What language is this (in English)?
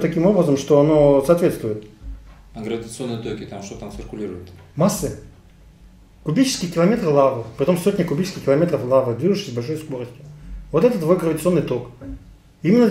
Russian